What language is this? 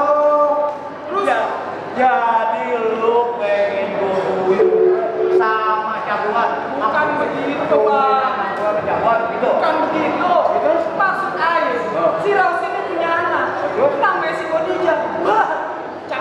Betawi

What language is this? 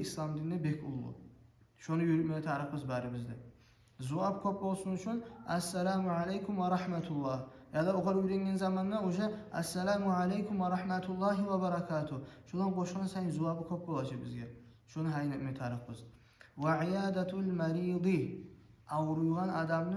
Kumyk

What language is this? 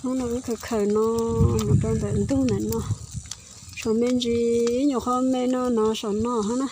Hmong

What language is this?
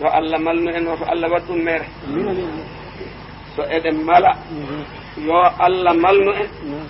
Fula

